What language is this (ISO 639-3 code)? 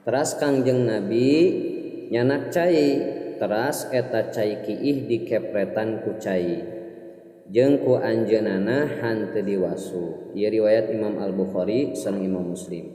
sun